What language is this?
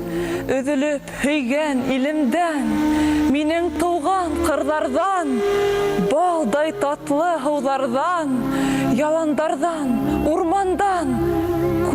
Bashkir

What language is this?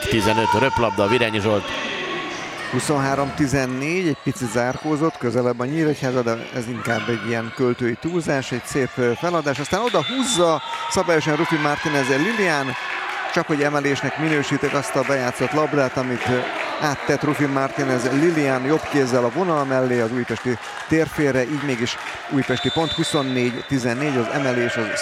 Hungarian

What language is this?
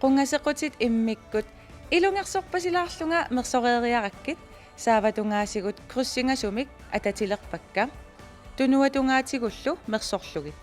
Kalaallisut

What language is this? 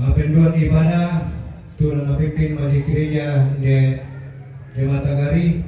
Toraja-Sa'dan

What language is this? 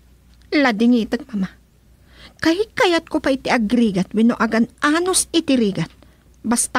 Iloko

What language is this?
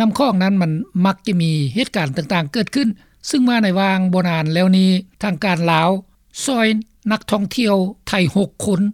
Lao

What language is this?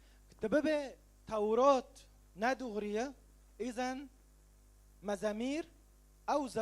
Kurdish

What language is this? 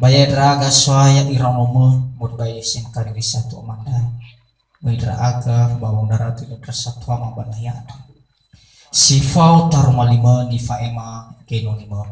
Nias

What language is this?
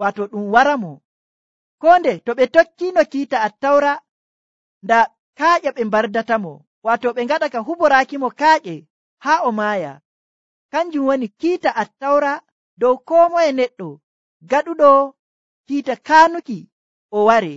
Nigerian Fulfulde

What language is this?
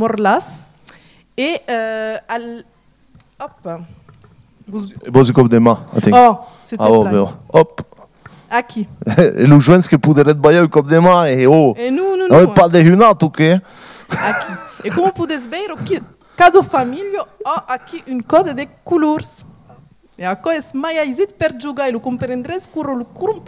Occitan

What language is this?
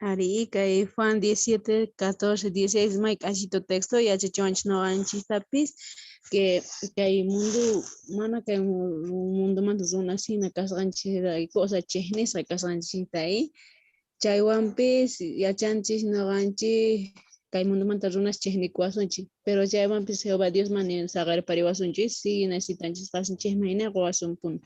South Bolivian Quechua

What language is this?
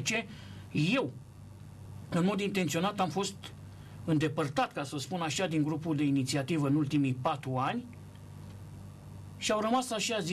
Romanian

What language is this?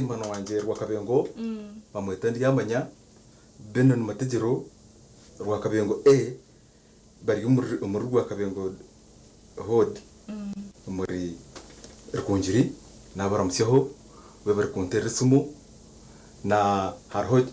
Nyankole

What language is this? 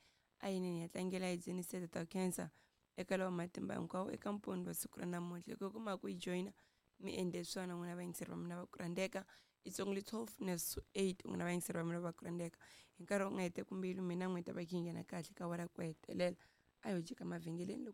Tsonga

